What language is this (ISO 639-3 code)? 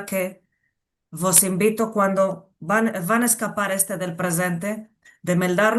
lad